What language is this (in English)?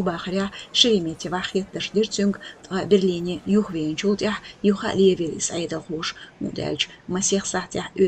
Chechen